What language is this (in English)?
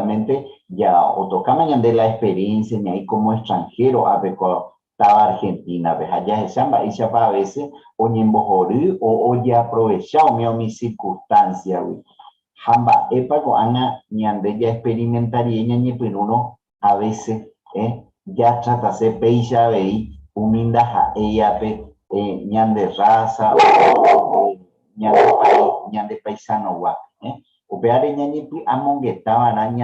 Guarani